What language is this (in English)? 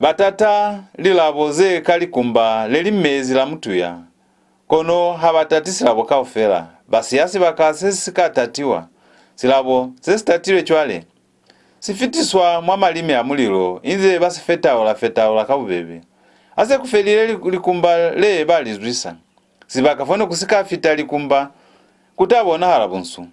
Lozi